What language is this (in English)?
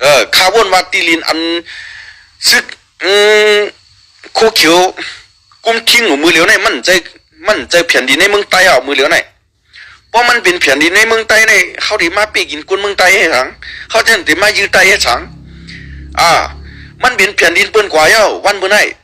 Shan